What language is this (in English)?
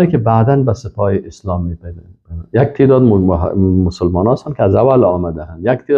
Persian